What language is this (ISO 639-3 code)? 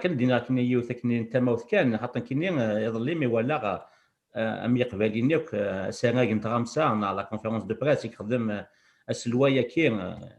kab